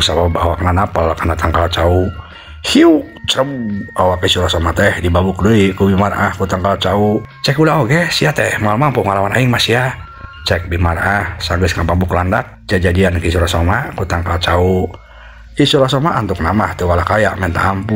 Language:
Sundanese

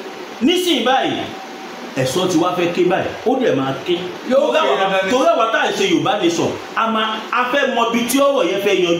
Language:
Yoruba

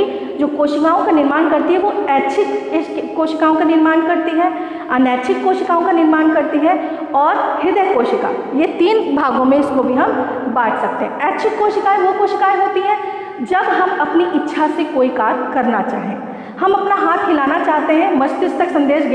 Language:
Hindi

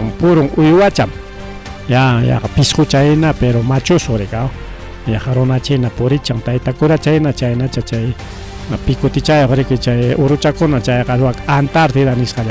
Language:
Ayacucho Quechua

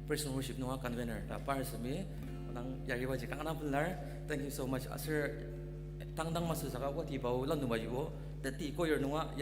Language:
Ao Naga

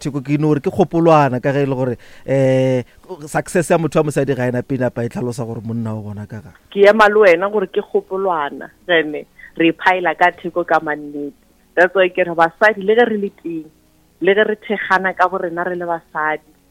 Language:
Northern Sotho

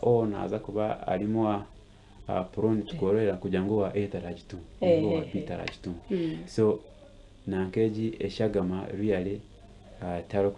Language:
Nyankole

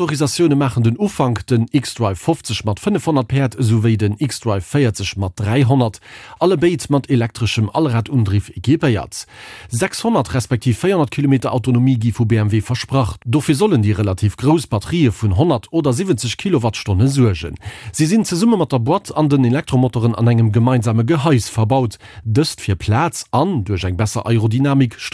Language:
Luxembourgish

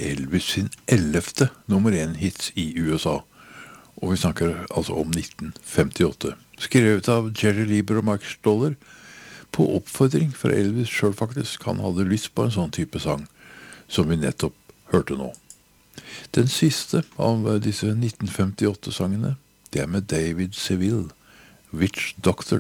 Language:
Norwegian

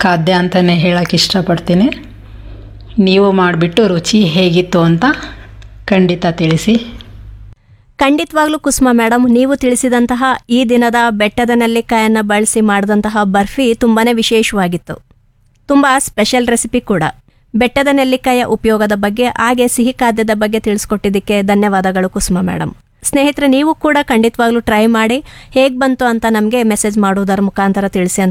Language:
Kannada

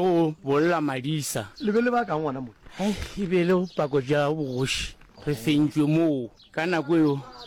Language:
Northern Sotho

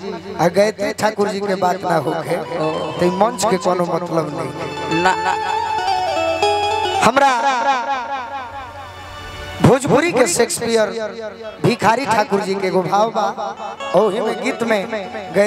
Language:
Bhojpuri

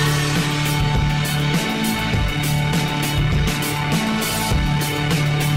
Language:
Basque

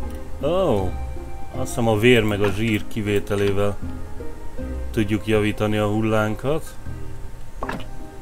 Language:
Hungarian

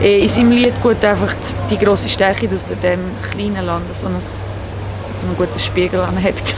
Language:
Swiss German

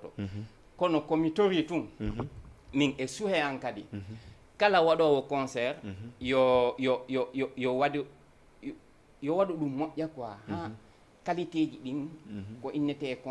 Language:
Fula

